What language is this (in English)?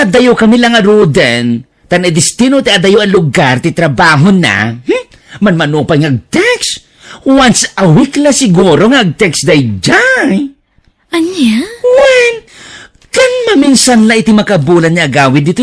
Iloko